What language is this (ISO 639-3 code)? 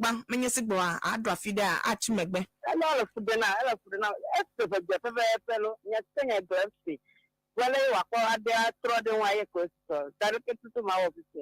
ewe